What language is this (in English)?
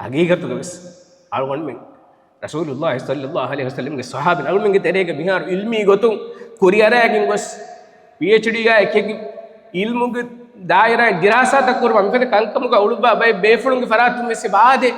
Divehi